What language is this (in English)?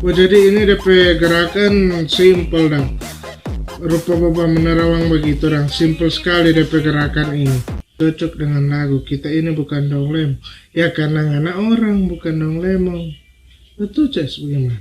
Manado Malay